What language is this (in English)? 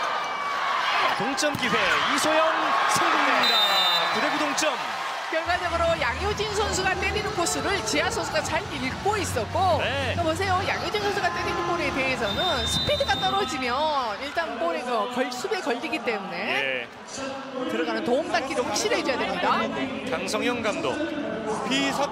Korean